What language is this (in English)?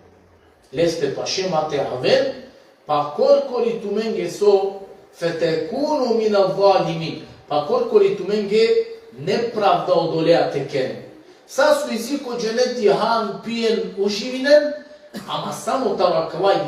Balkan Romani